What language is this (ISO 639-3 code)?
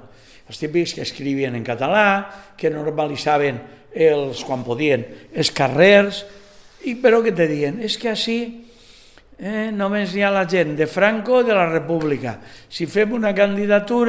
cat